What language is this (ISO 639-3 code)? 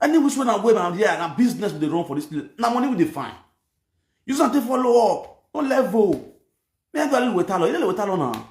pcm